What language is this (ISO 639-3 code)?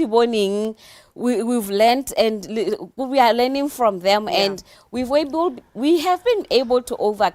tsn